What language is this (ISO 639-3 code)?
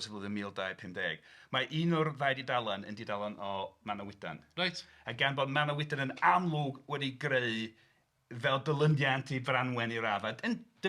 cym